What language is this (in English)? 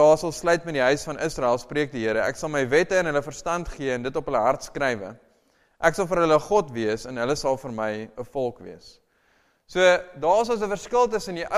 Afrikaans